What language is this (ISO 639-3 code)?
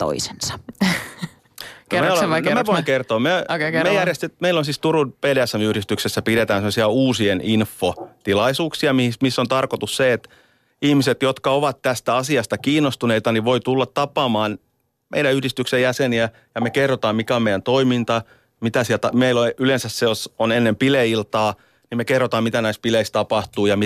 fin